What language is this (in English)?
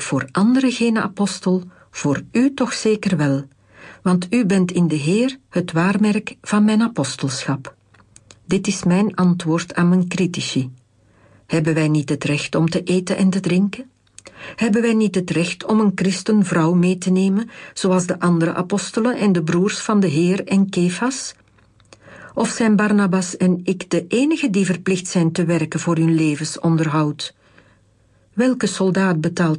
Dutch